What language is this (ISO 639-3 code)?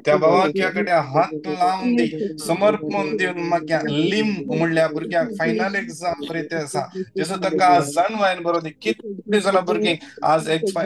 kok